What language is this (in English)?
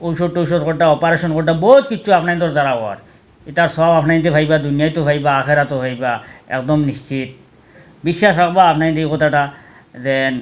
Sylheti